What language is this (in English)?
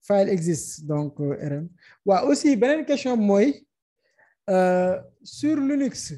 Wolof